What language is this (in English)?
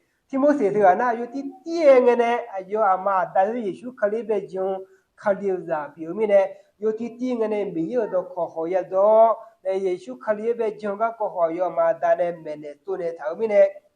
Akha